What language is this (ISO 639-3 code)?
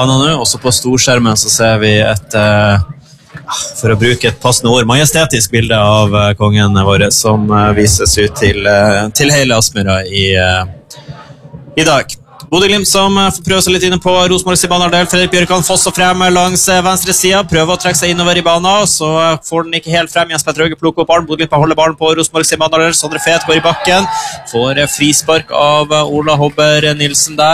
nor